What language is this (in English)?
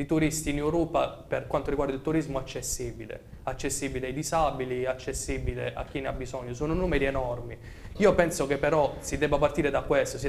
Italian